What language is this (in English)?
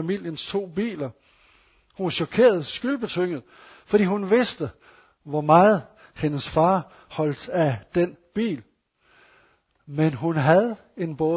Danish